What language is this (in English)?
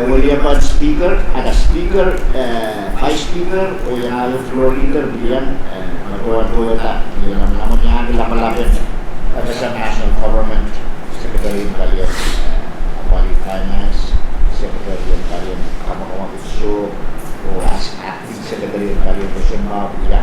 Pohnpeian